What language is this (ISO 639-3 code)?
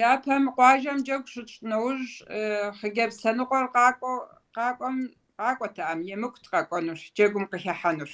kbd